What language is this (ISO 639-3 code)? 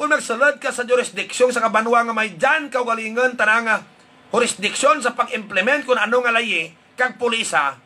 hil